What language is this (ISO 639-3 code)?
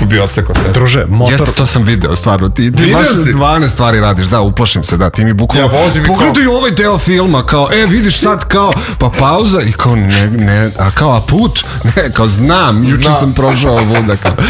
srp